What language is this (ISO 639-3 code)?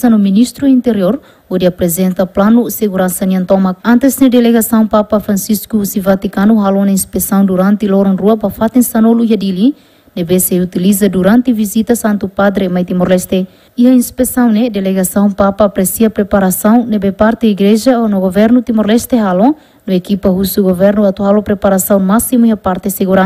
tet